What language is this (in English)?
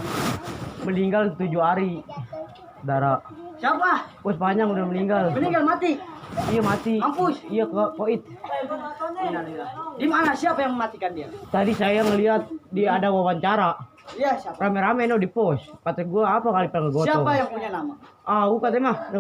Betawi